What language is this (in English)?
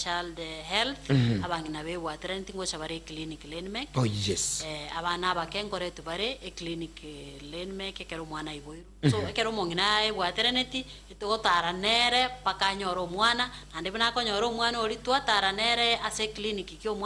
Gusii